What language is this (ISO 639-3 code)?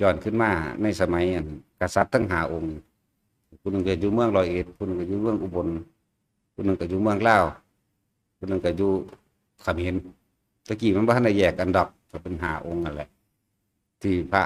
tts